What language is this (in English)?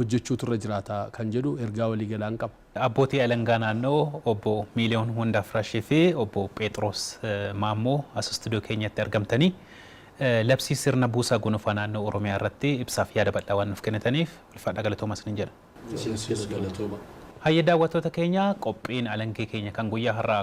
Oromo